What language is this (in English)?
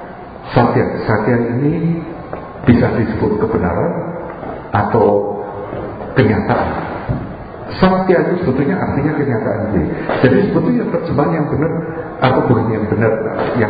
Indonesian